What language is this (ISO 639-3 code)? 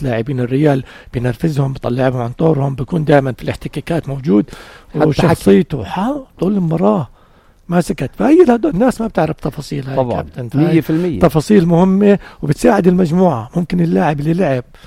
apc